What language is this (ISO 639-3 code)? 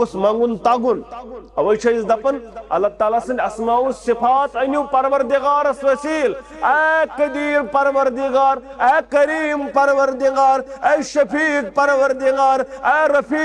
kas